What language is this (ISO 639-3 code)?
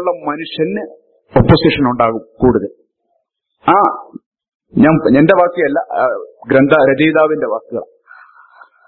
mal